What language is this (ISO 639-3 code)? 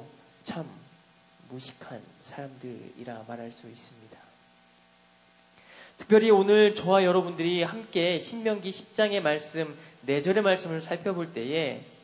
kor